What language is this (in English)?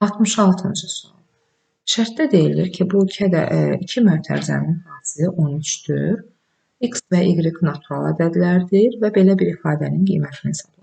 Azerbaijani